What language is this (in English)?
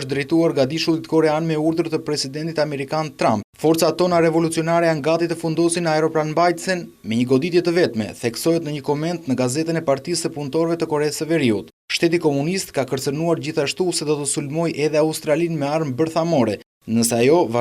Albanian